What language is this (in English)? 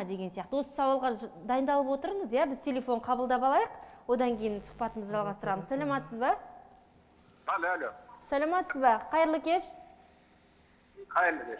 Kazakh